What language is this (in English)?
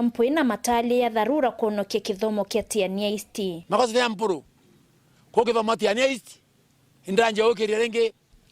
Meru